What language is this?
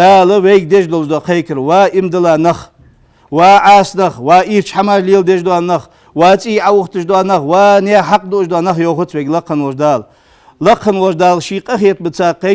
Ingush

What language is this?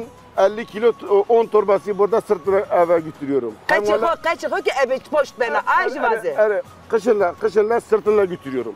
Zaza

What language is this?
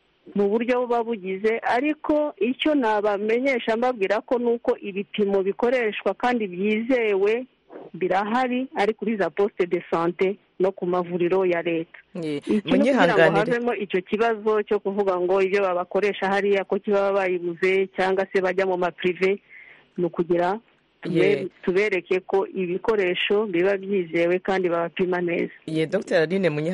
Kinyarwanda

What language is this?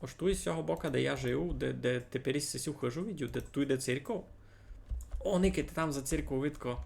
Rusyn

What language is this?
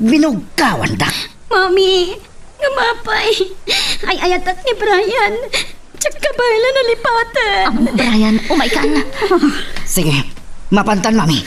Iloko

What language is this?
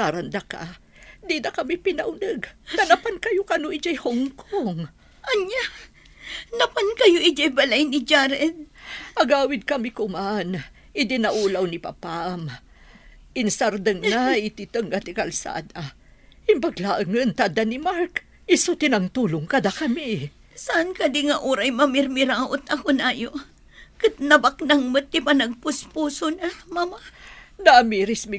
Iloko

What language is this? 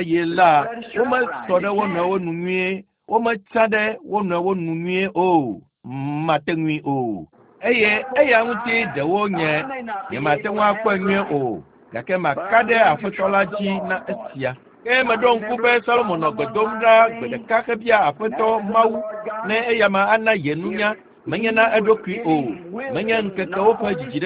Ewe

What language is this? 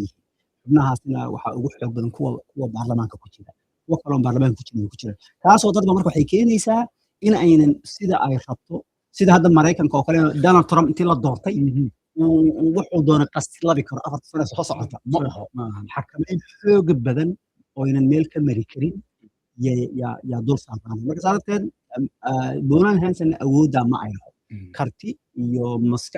Somali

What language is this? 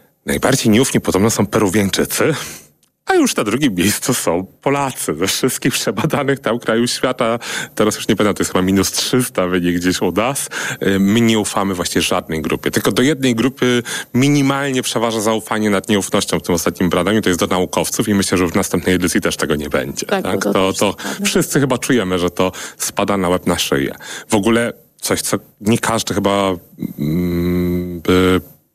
Polish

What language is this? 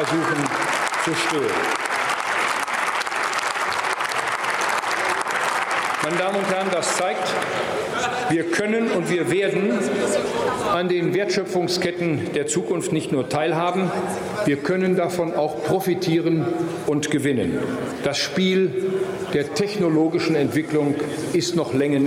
German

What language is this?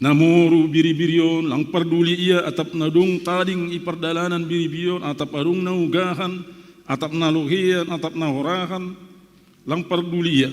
Batak Simalungun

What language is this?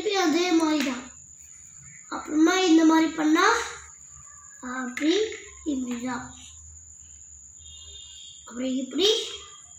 Tamil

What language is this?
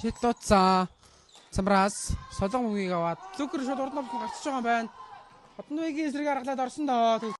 Mongolian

